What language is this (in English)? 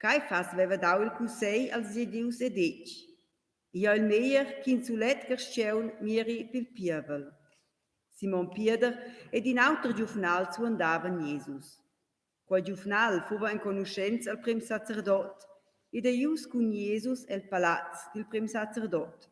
Romansh